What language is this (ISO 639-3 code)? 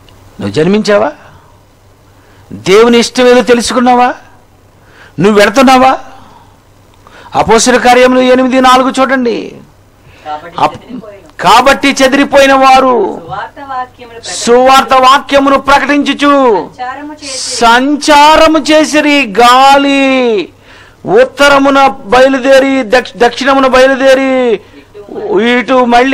tel